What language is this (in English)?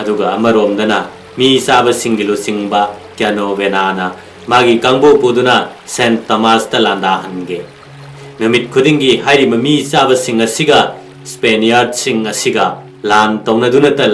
Manipuri